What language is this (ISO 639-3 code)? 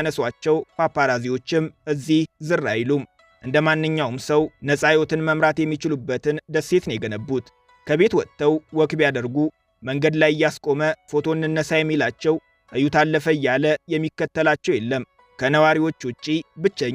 amh